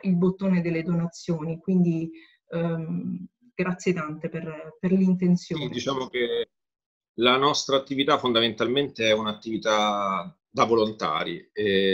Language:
Italian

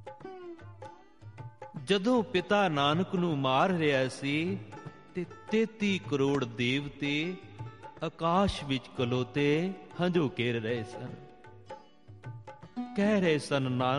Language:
Punjabi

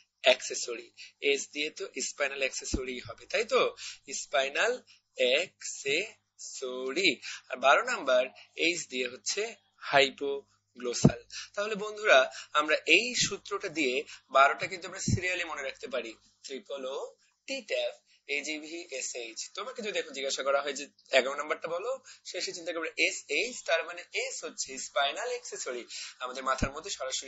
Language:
Bangla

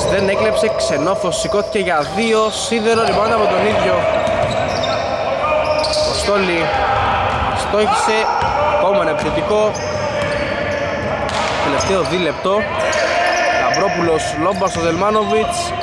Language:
Greek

